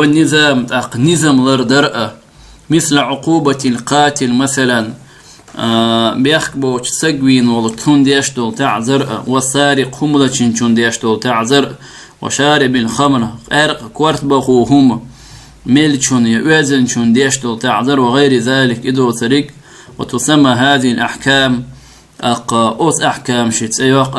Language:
Chechen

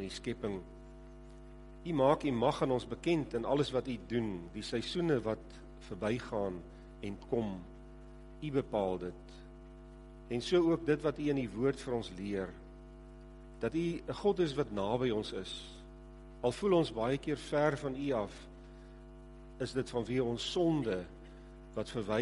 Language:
Afrikaans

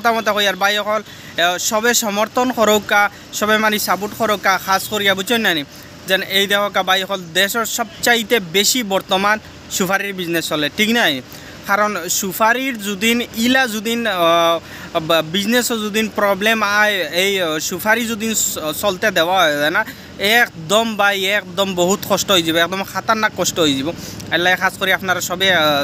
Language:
Sylheti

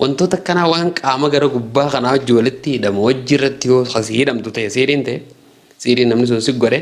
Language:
Oromo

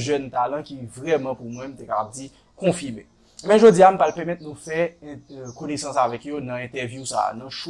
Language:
Haitian Creole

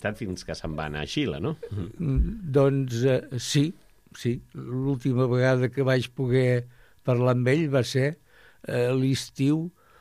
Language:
Catalan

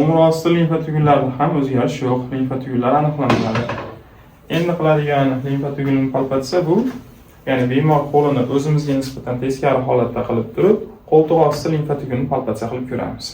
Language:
Uzbek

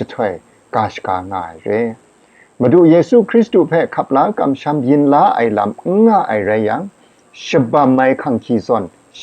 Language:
Kachin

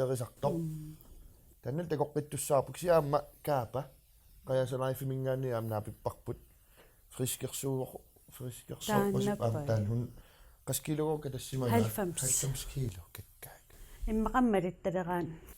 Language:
Kalaallisut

